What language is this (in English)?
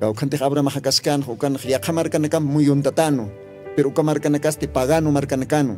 Aymara